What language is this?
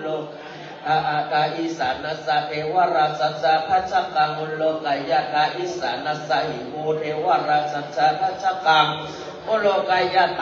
Pali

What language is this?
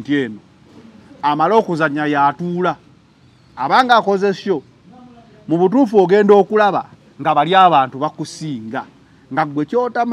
Ganda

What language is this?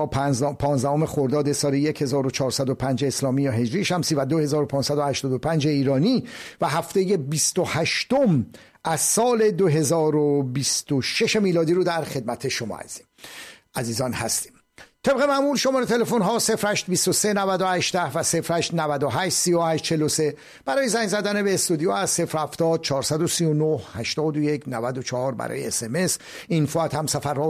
Persian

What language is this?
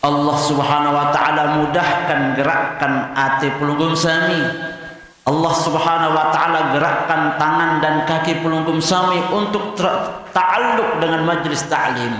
Sasak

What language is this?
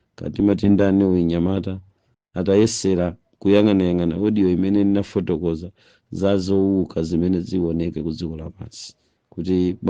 Nyanja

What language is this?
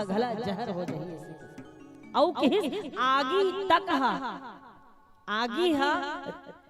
Chhattisgarhi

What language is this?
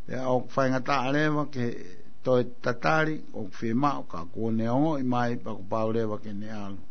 Tongan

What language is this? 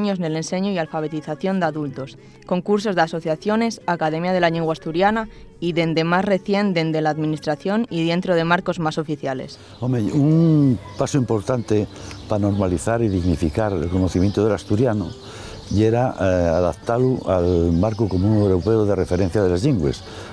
Asturian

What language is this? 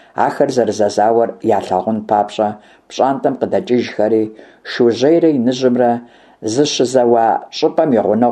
Kabardian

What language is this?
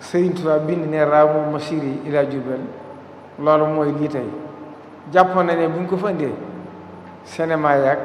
Wolof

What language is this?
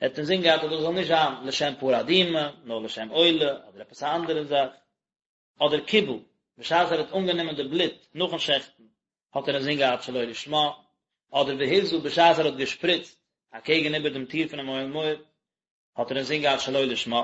Yiddish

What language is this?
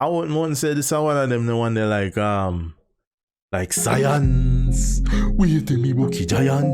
Jamaican Creole English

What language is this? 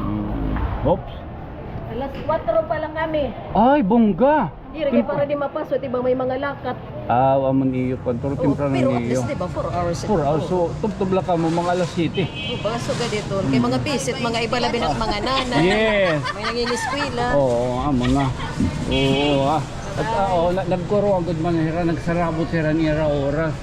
Waray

